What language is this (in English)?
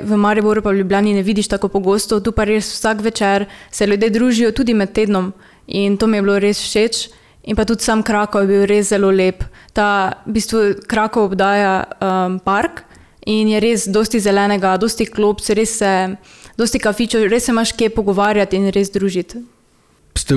Slovenian